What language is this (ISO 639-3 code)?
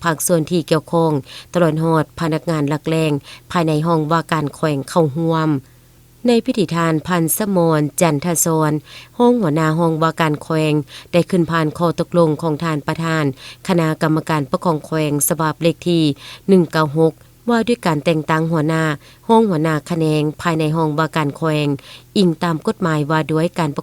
lao